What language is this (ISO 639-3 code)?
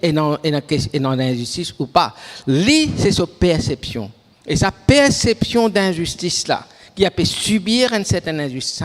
mfe